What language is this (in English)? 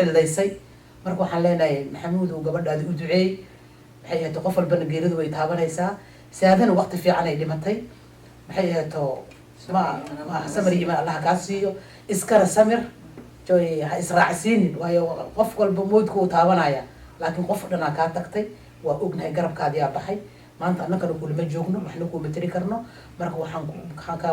Somali